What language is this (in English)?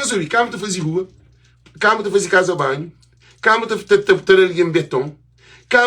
Kabuverdianu